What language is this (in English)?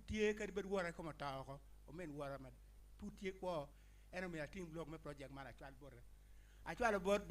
Acoli